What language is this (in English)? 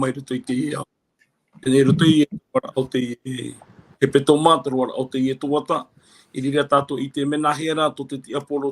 Tahitian